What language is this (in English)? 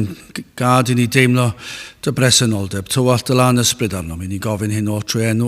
Welsh